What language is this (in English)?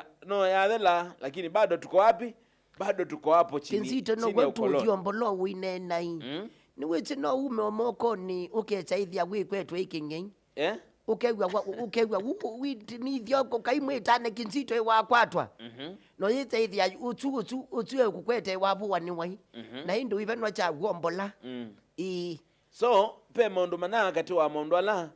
Kamba